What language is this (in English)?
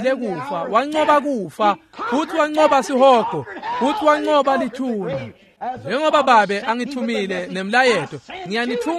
Swati